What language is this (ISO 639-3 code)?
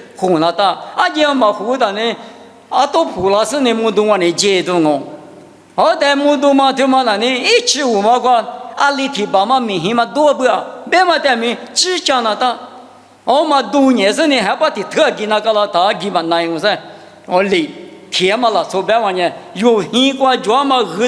lis